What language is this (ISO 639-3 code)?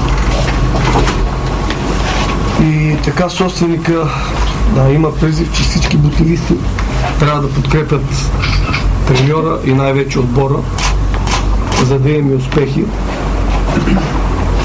bul